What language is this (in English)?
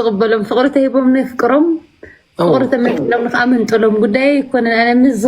Tigrinya